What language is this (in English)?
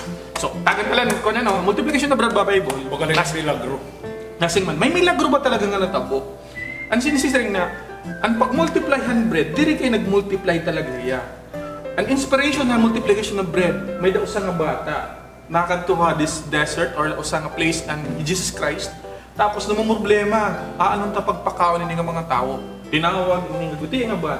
Waray